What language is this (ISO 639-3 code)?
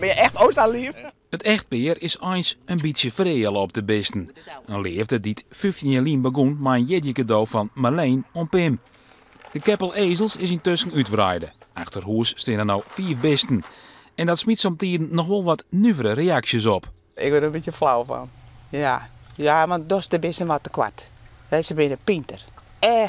fry